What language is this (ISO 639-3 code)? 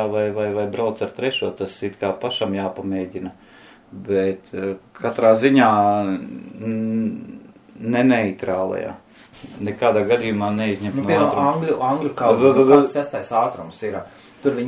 lav